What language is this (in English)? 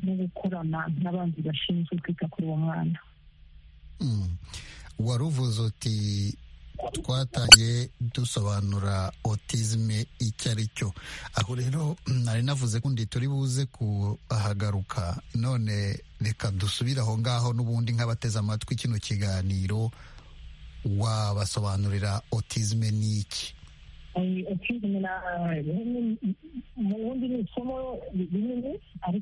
Kinyarwanda